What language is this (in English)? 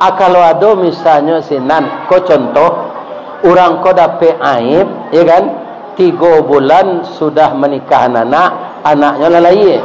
Minangkabau